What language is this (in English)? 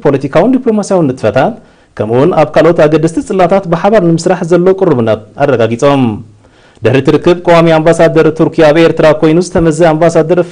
Tigrinya